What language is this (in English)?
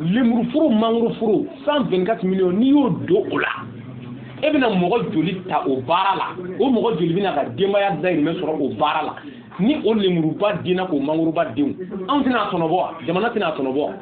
Bambara